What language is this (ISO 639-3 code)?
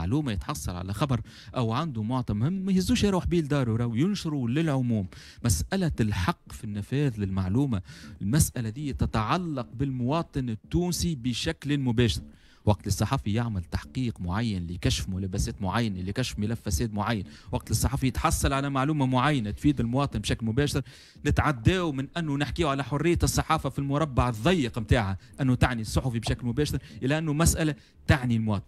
aeb